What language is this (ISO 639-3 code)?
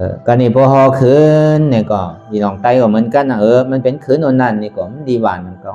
shn